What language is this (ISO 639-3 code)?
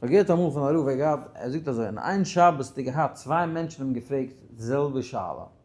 yid